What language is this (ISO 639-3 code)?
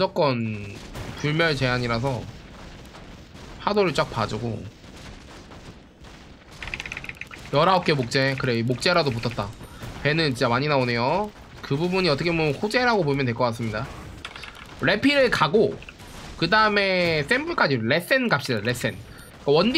kor